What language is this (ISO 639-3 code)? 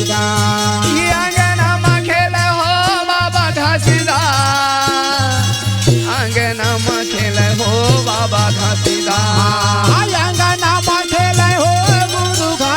hne